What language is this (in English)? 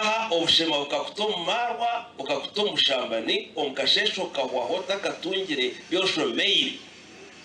Nyankole